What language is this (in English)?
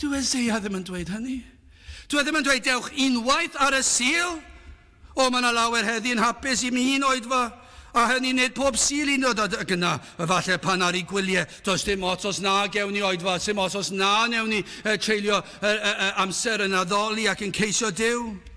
Welsh